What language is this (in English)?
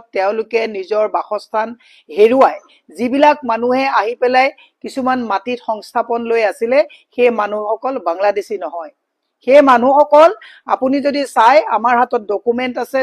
Assamese